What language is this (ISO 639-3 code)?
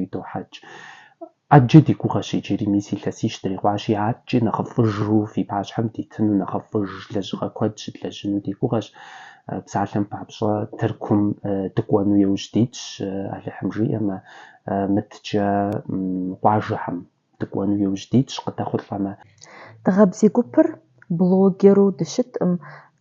kbd